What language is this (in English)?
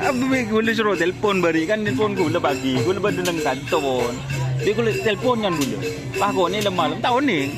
Madurese